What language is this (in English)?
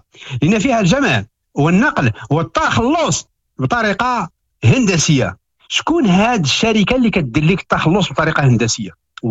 Moroccan Arabic